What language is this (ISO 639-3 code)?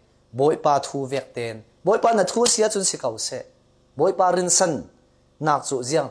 cfm